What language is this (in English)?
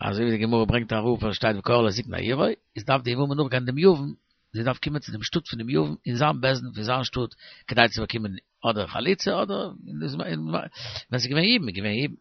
Yiddish